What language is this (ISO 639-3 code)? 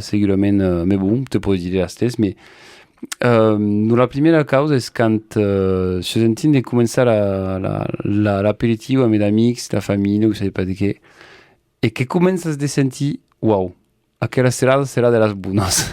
oci